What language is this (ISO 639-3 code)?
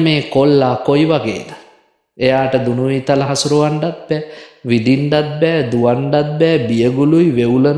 sin